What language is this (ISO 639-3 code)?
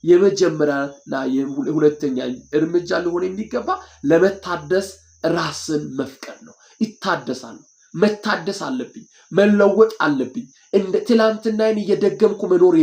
amh